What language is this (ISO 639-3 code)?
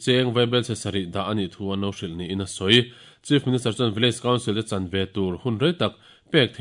lus